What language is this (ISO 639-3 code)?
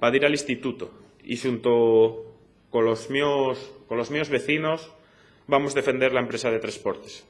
ast